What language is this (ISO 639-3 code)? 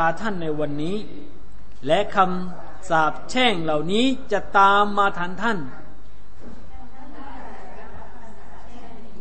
tha